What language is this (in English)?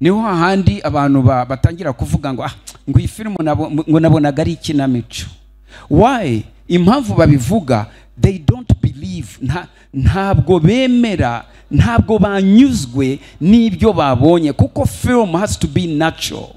Kinyarwanda